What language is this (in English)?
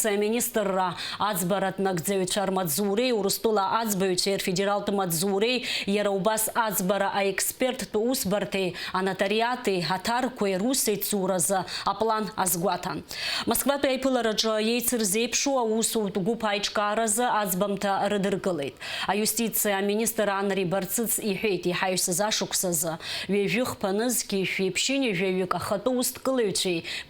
Abkhazian